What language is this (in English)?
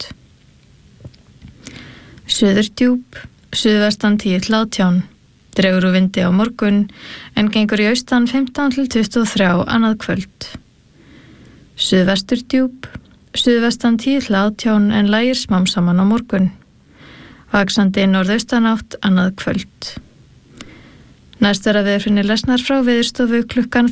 Icelandic